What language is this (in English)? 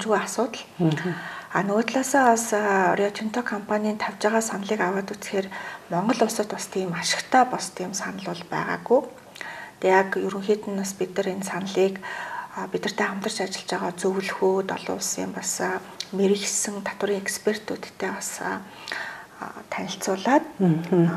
Mongolian